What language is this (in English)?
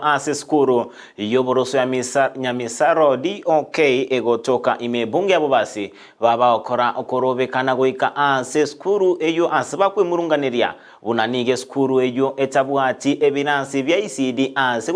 Gusii